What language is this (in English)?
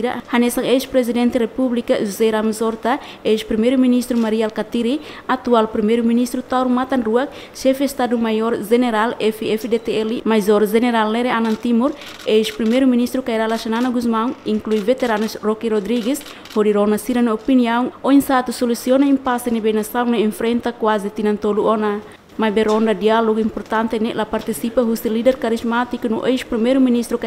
Tetum